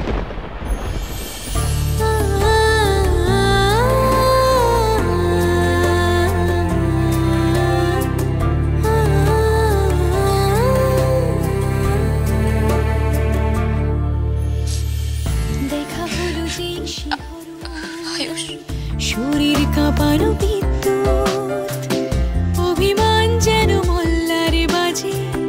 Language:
Bangla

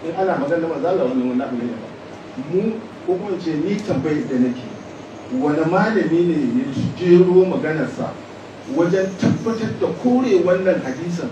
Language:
Hausa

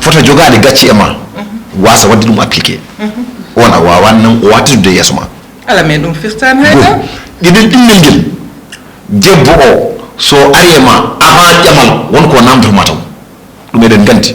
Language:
Fula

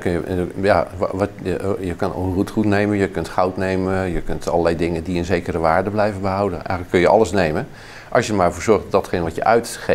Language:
Dutch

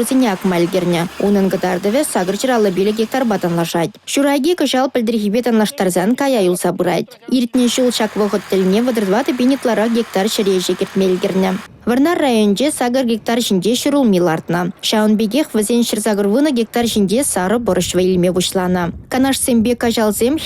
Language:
Chuvash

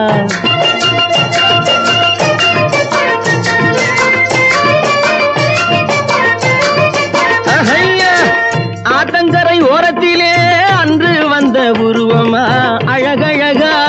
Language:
Tamil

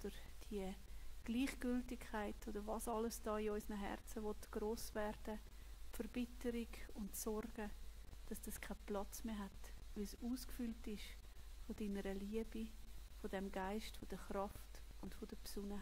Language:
Swiss German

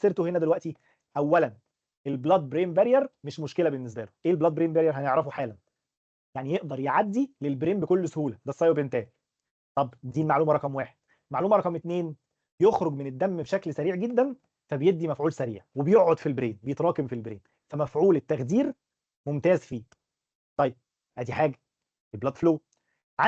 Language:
Egyptian Arabic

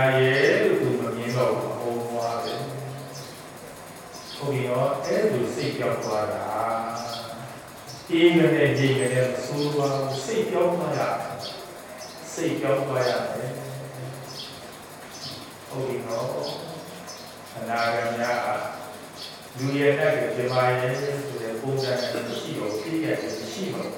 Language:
Burmese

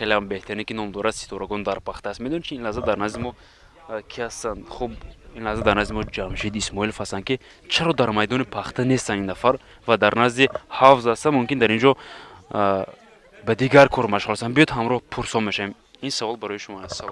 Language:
Tajik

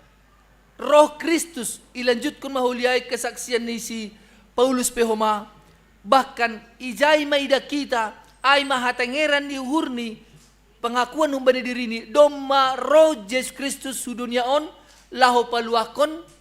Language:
Batak Simalungun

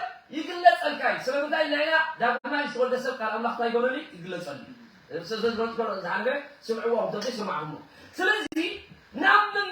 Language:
Tigrinya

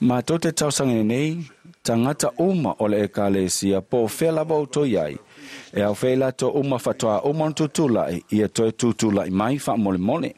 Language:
Samoan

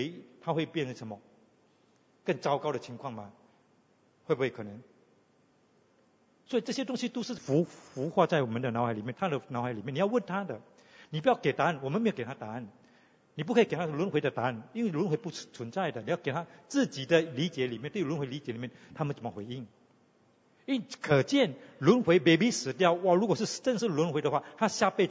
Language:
Chinese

